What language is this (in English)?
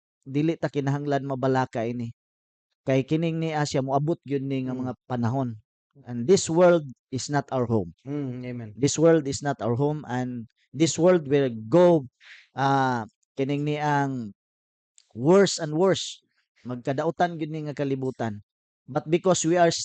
Cebuano